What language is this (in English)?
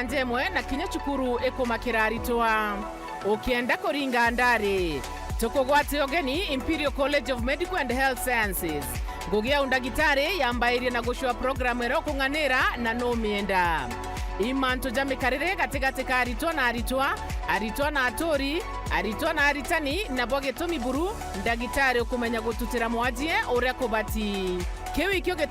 Meru